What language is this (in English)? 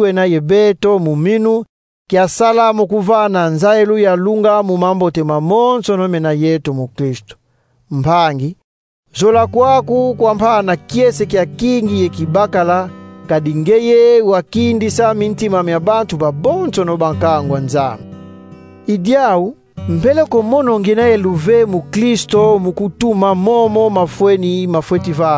Kongo